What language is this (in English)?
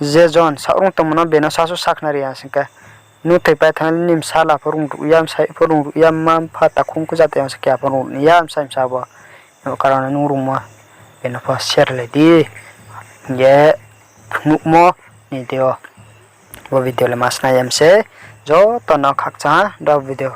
Riang (India)